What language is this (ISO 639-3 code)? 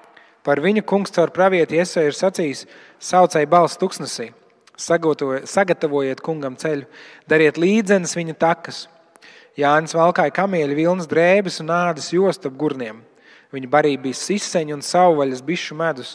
lav